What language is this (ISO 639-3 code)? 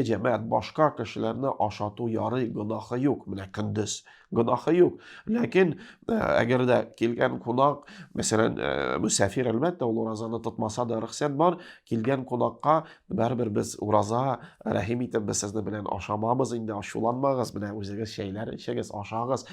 tat